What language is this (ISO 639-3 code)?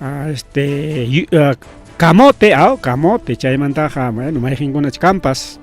quy